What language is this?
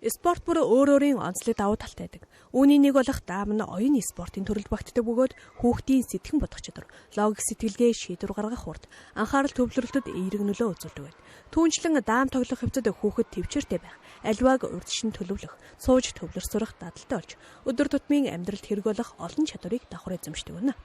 Mongolian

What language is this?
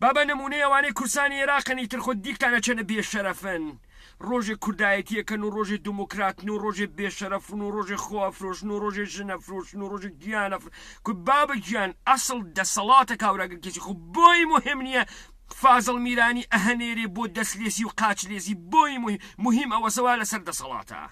Central Kurdish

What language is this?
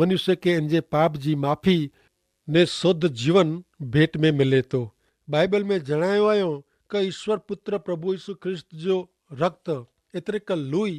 Kachhi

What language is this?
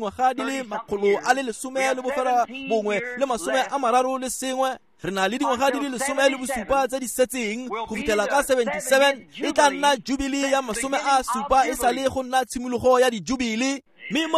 Tswana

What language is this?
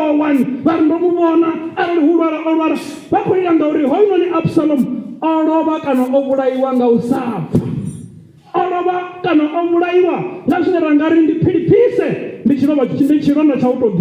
Venda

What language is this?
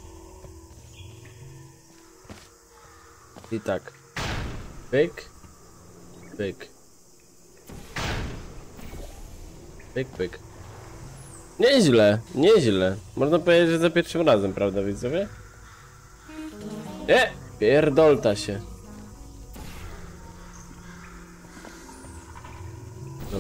Polish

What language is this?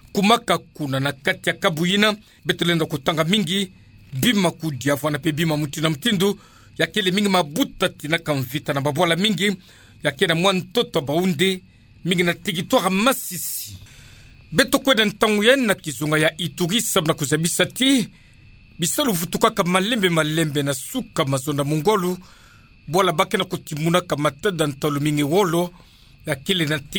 Kituba (Democratic Republic of Congo)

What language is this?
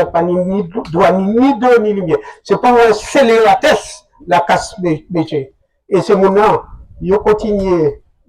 Guadeloupean Creole French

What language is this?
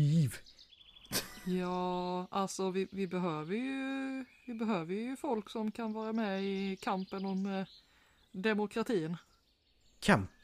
Swedish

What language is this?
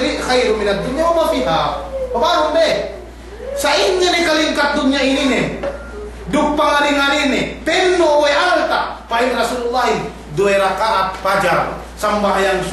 Yakan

